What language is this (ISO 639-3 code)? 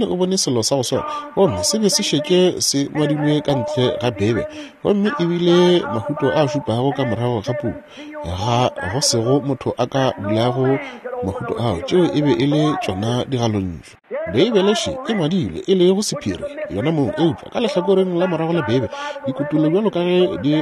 nso